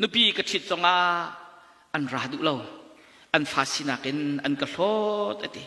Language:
Hakha Chin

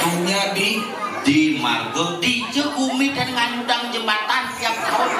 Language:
Balinese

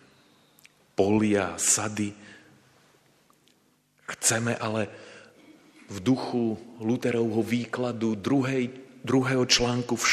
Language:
Slovak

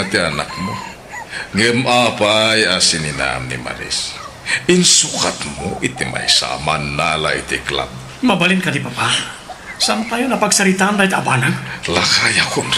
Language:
Iloko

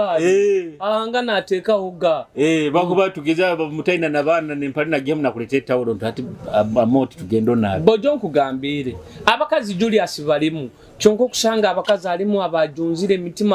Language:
Nyoro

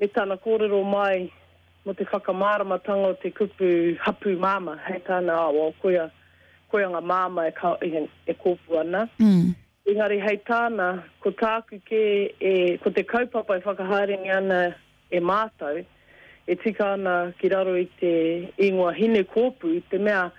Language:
Māori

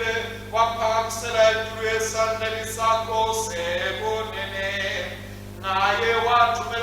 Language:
Swati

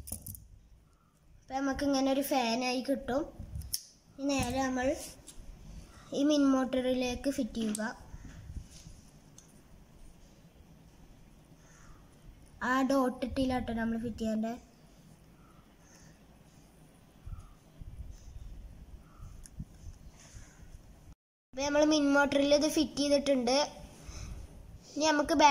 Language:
Malayalam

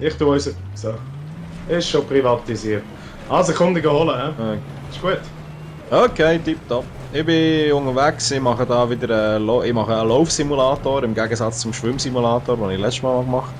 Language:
Swiss German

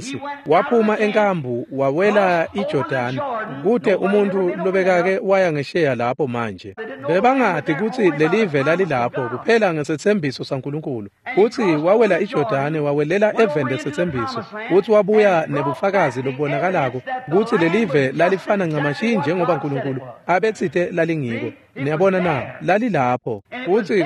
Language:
Swati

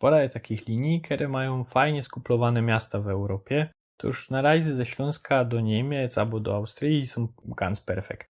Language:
Silesian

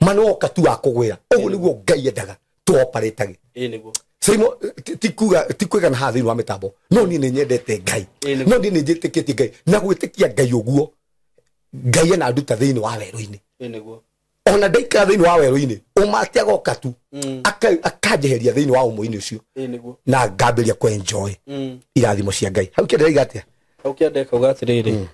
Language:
Kikuyu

